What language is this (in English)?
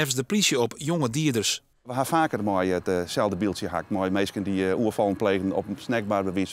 Western Frisian